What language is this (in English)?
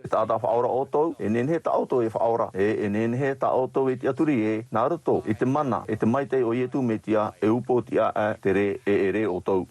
Tahitian